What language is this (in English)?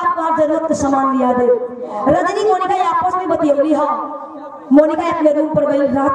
Bhojpuri